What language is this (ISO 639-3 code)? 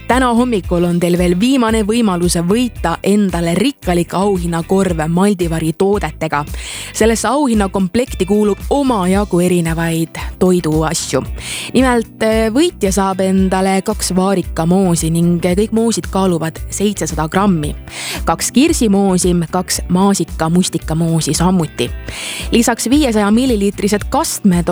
est